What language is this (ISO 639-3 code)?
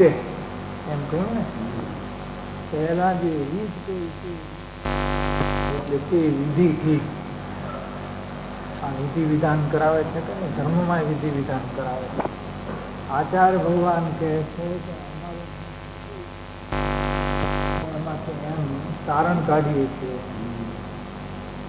guj